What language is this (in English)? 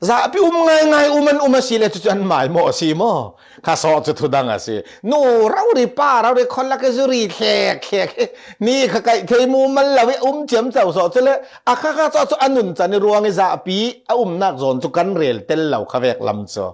Falam Chin